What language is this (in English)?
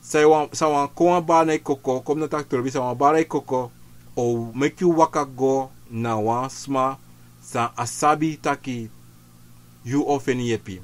Sranan Tongo